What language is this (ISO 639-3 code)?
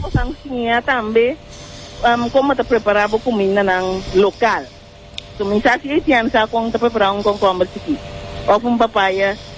pap